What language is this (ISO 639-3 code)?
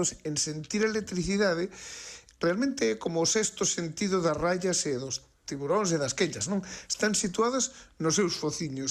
glg